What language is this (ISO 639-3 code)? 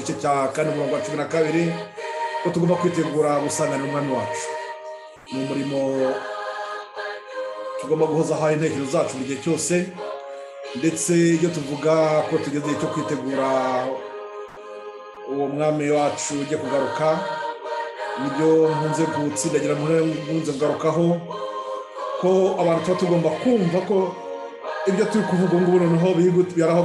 kin